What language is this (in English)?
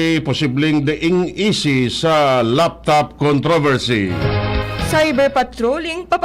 Bikol